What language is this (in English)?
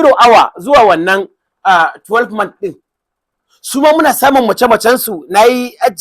Hausa